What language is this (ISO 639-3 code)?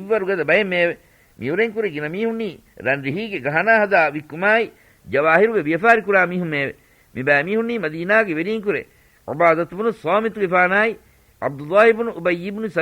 div